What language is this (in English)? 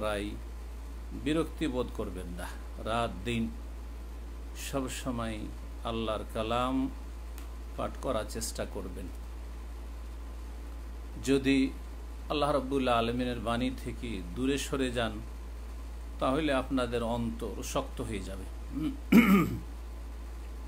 Bangla